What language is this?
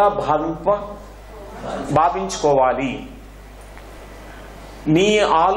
Telugu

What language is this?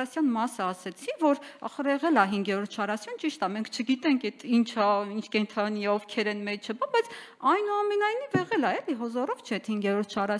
Armenian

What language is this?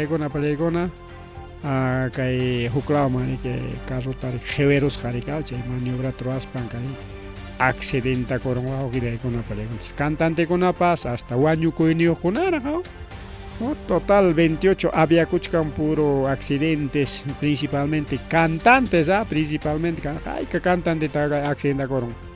Ayacucho Quechua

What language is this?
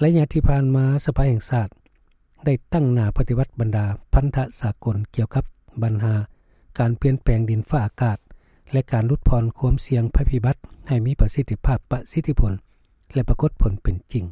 Lao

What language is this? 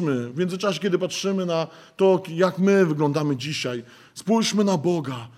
Polish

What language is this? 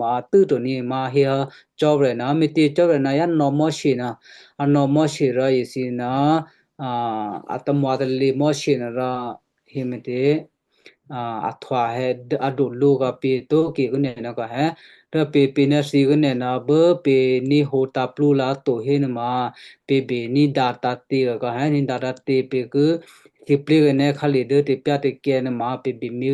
Western Kayah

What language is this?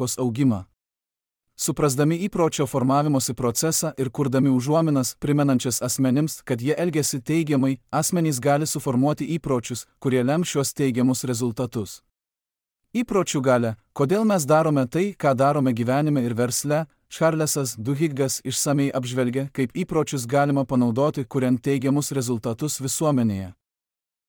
Lithuanian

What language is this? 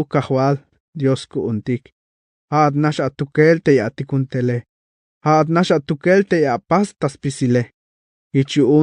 Tzeltal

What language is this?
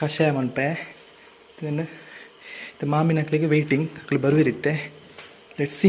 Tulu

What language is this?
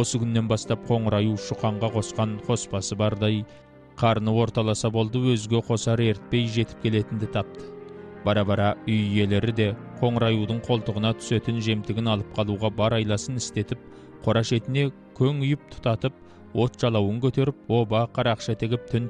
Kazakh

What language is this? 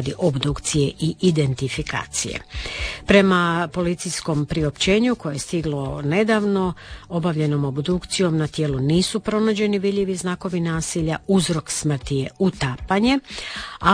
Croatian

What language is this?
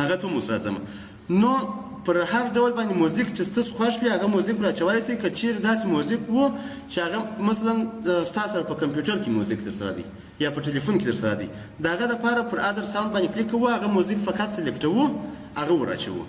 Pashto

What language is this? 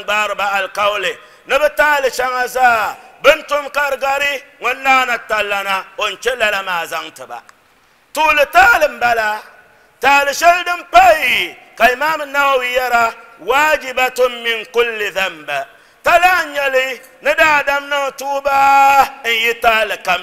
Dagbani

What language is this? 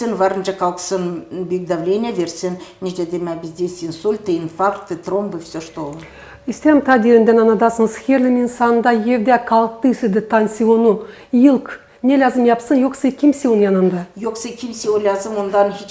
Gagauz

